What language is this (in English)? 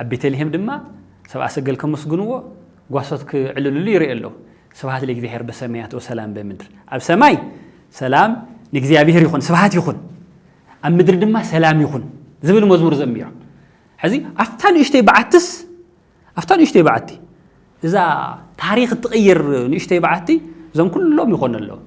Tigrinya